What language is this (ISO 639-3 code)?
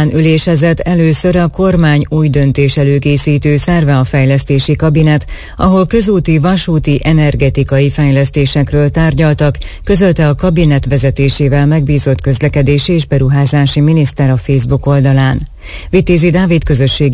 hun